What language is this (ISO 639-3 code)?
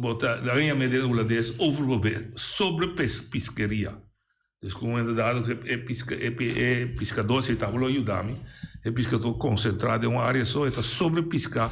pap